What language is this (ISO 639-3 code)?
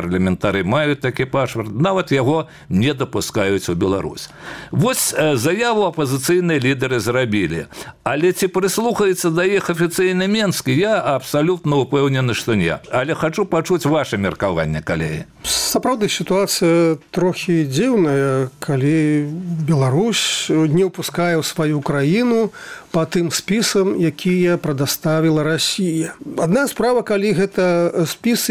bel